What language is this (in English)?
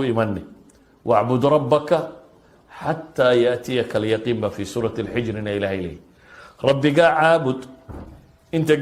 Somali